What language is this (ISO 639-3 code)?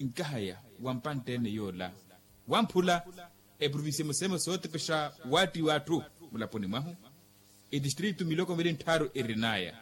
vmw